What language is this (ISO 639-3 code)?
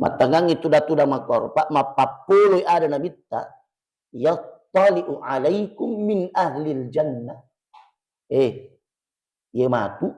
bug